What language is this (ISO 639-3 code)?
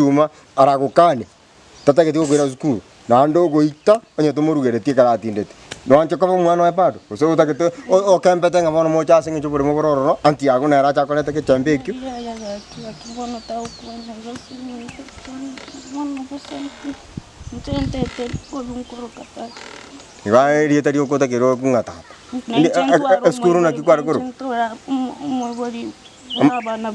guz